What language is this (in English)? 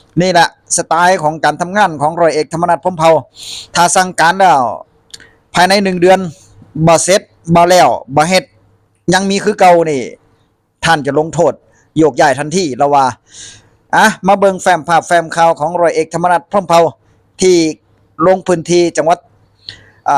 Northeastern Thai